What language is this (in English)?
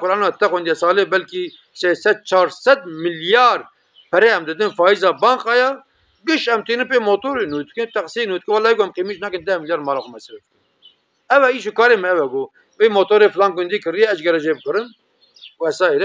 Kurdish